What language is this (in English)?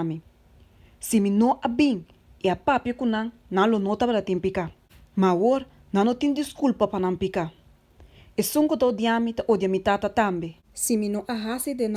Papiamento